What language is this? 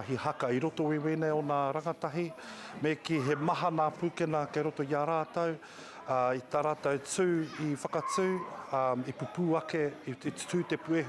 Māori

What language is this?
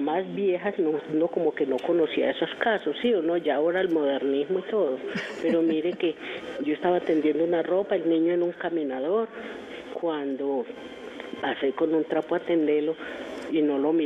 Spanish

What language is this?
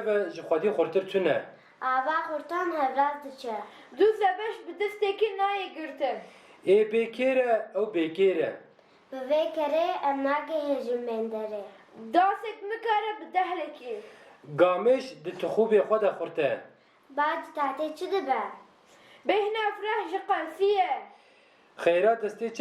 Kurdish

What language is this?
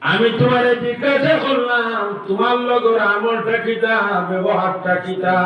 Sylheti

